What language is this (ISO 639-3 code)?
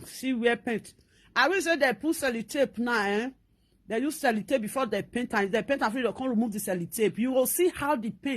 pcm